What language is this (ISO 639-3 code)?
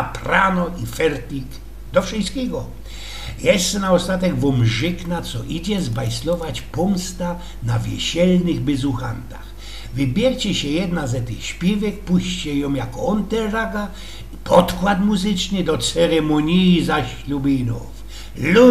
szl